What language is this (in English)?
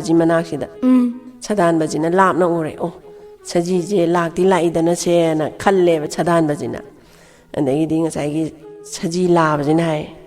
Manipuri